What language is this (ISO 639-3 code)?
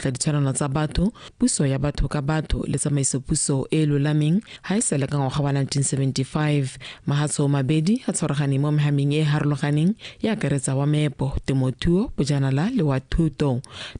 tsn